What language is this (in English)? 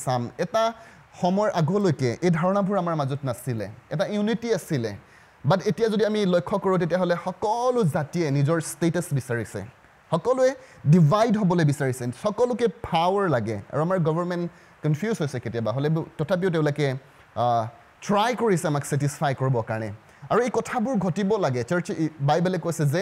Assamese